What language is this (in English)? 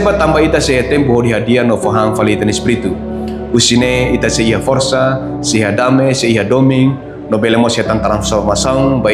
Tetum